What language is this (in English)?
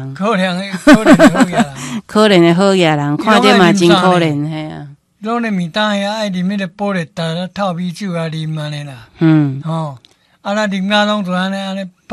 Min Nan Chinese